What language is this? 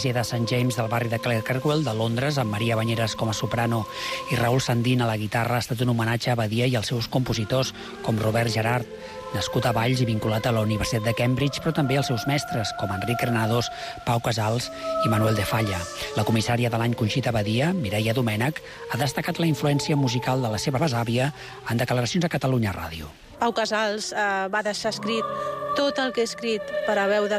Catalan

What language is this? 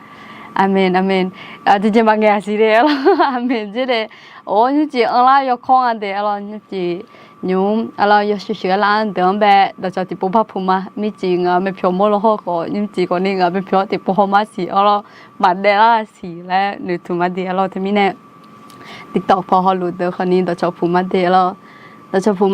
Akha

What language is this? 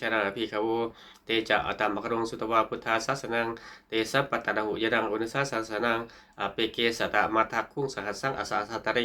Pali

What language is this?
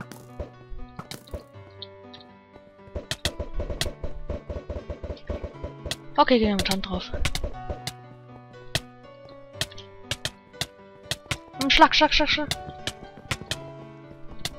German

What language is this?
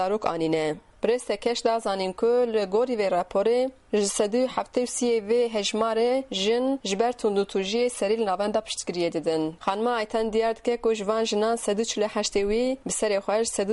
Kurdish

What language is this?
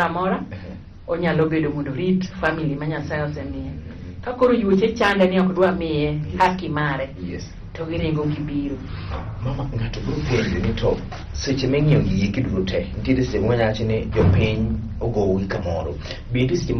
Luo (Kenya and Tanzania)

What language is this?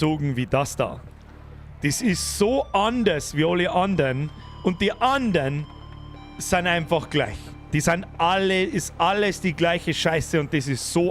Bavarian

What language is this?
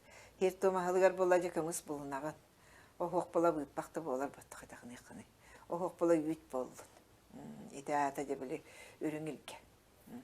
Yakut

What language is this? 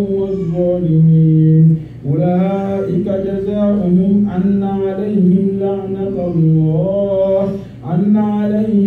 Arabic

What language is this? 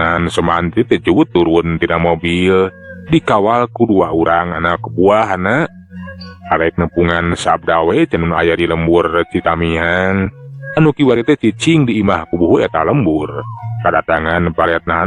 Sundanese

